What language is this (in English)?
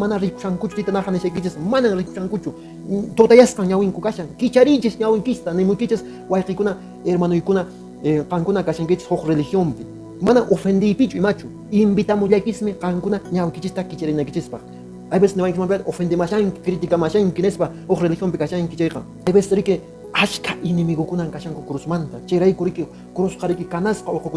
Quechua